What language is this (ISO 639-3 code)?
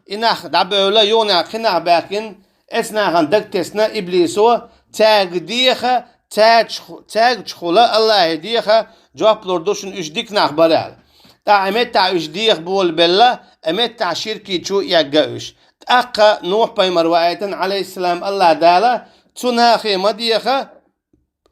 che